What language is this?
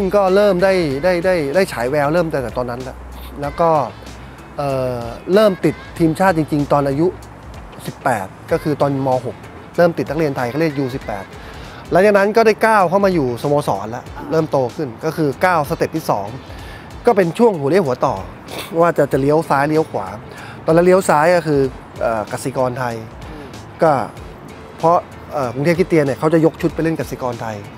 Thai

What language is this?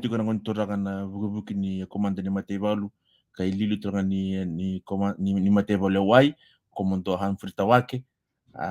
Fijian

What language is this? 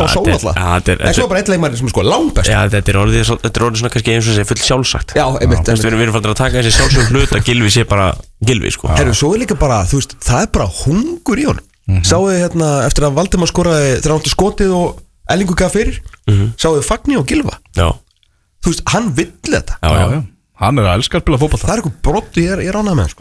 Icelandic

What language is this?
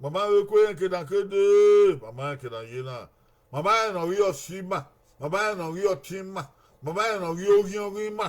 Bini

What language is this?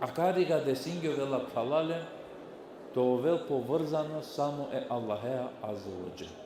Balkan Romani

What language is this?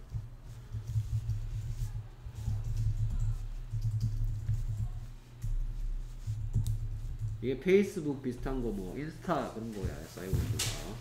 Korean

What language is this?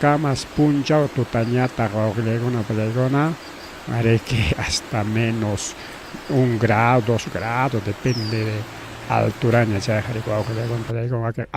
Ayacucho Quechua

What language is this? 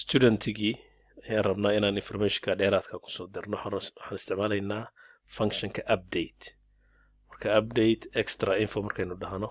Somali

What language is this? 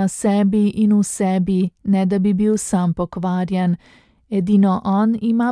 Slovenian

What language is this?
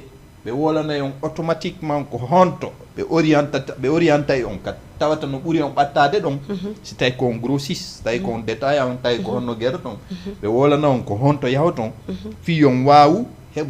Fula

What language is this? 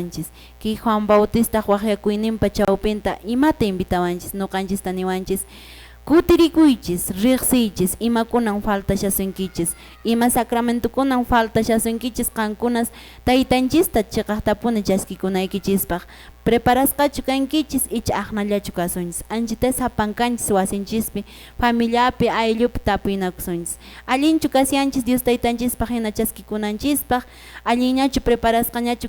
Quechua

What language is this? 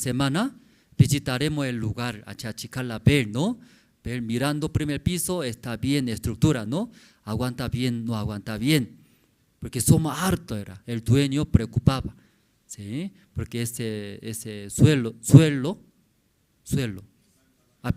Aymara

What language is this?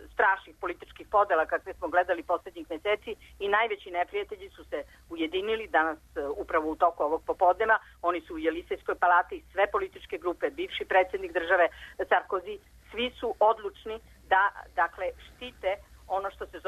Serbian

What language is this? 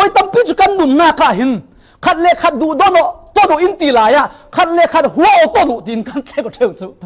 Falam Chin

